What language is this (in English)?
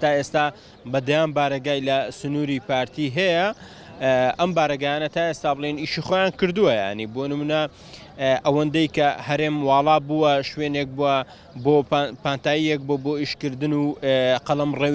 Central Kurdish